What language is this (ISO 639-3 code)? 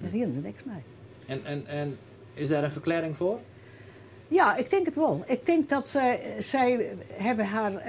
fry